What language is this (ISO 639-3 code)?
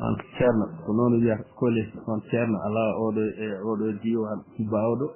ful